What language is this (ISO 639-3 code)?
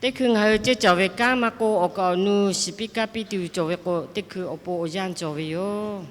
lhu